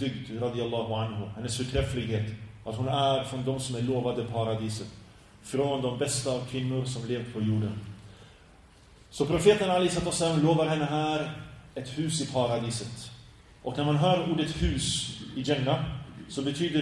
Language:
Swedish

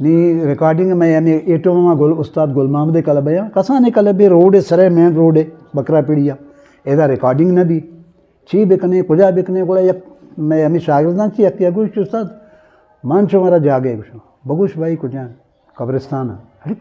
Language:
Eastern Balochi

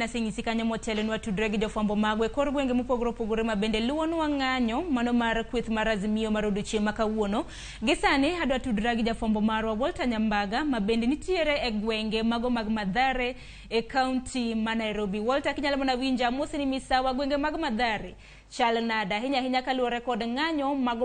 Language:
Luo (Kenya and Tanzania)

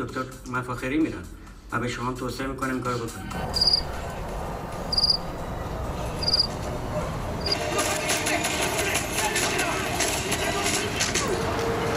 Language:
Persian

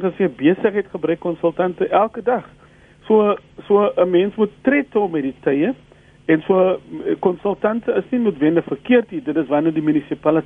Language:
Afrikaans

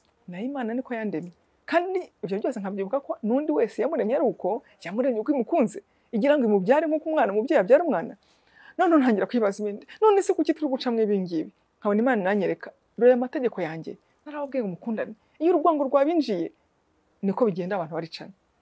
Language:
Kinyarwanda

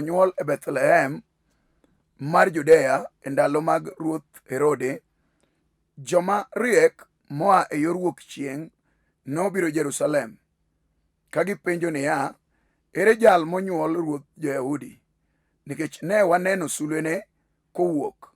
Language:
Luo (Kenya and Tanzania)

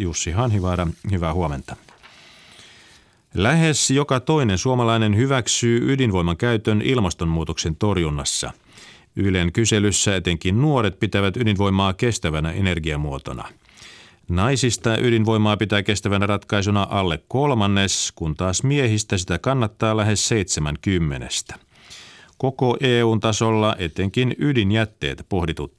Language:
Finnish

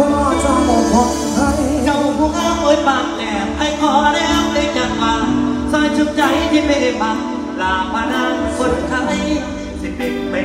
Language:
Thai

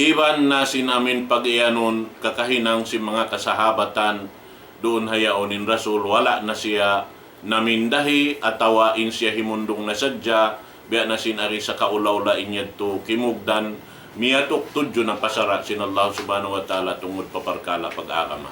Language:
Tausug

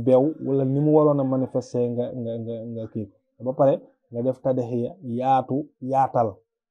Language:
Wolof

